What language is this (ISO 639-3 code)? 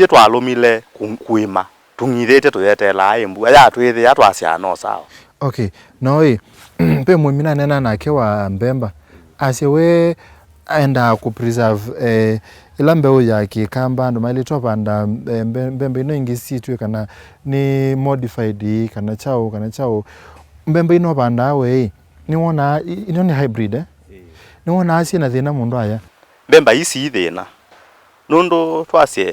kam